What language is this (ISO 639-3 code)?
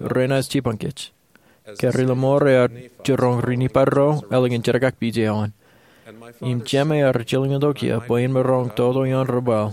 mah